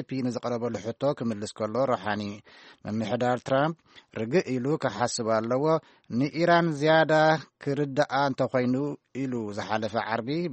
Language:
Tigrinya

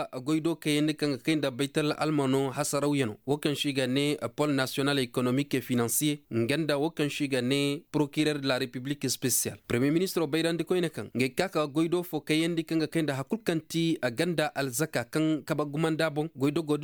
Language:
Koyraboro Senni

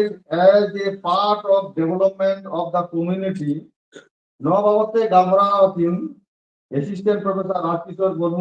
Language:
Santali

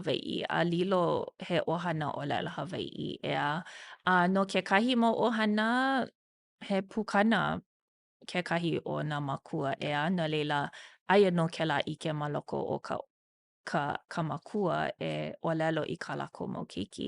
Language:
Hawaiian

